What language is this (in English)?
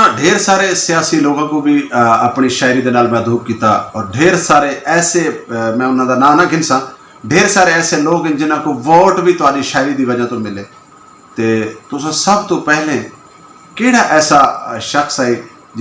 Saraiki